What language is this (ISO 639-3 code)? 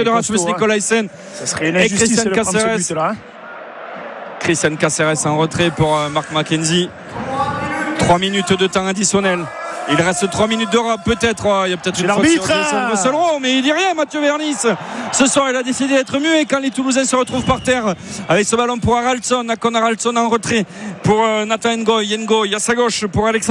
fra